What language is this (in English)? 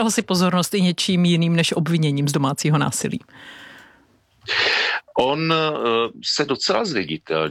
Czech